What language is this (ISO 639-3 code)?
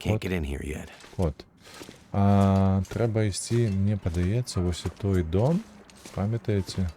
bel